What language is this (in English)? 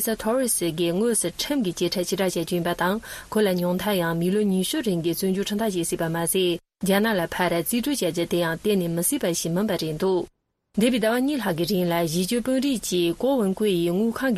Tibetan